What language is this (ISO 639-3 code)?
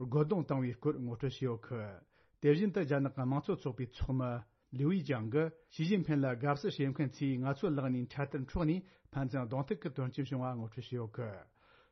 bod